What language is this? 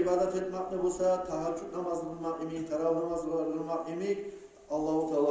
Kumyk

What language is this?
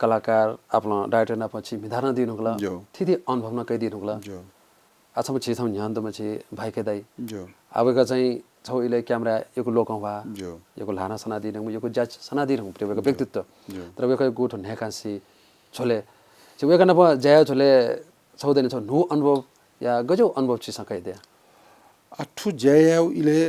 Newari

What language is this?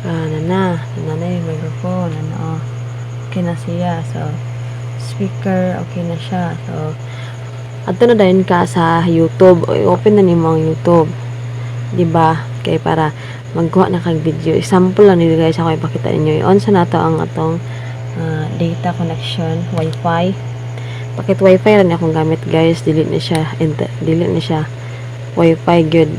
Cebuano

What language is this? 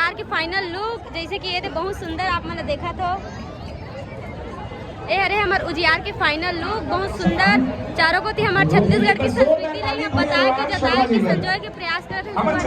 Chhattisgarhi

